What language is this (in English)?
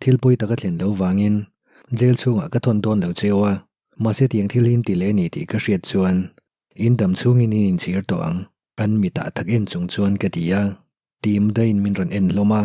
Mizo